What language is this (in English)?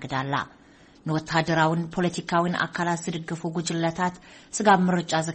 Tigrinya